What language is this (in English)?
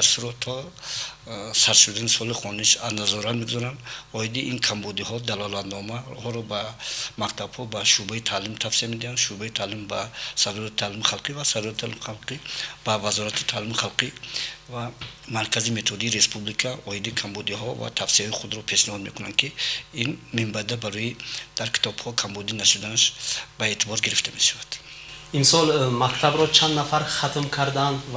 Tajik